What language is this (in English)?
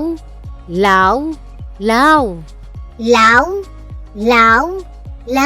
Waray